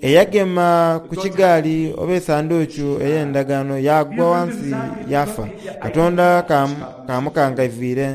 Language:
Soga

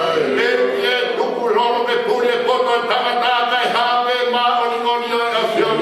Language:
Tongan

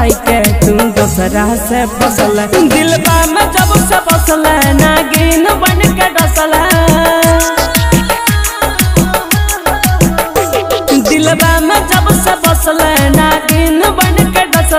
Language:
Bhojpuri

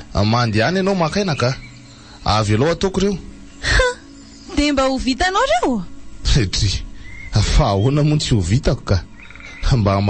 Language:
Malagasy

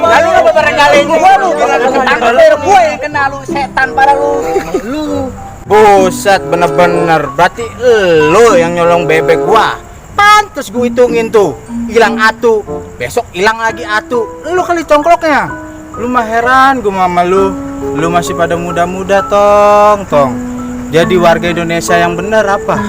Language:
Betawi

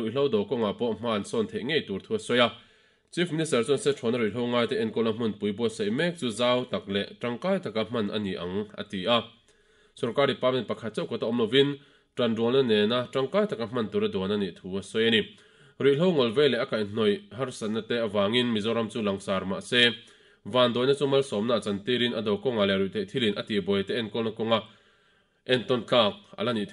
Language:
Mizo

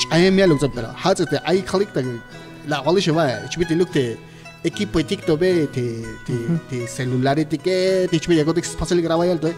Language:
Tzeltal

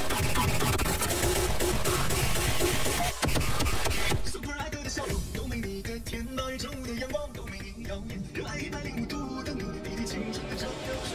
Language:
Chinese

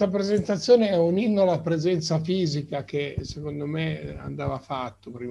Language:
Italian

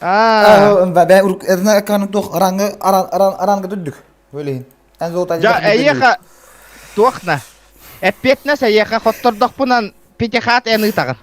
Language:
Yakut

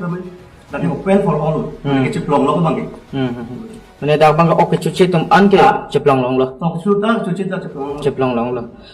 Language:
Karbi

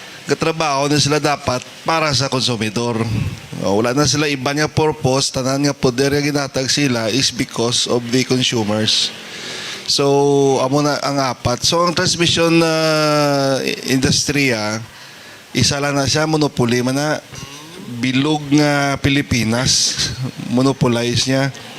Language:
Hiligaynon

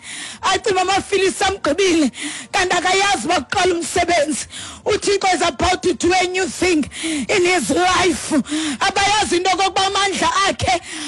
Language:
Xhosa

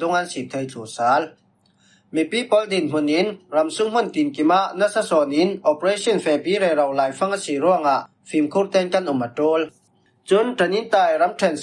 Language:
Falam Chin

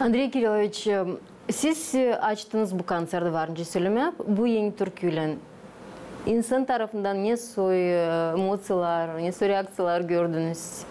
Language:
Gagauz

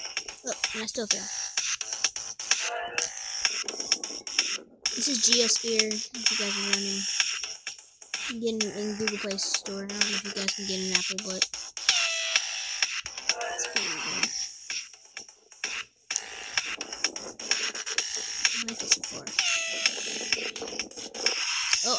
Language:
English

